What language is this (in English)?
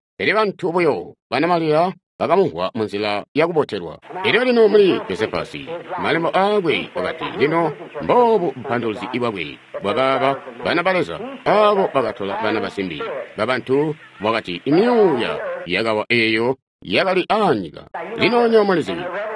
Tonga (Zambia)